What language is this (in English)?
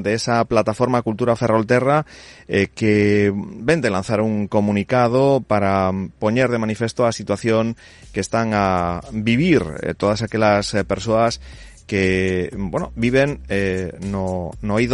Galician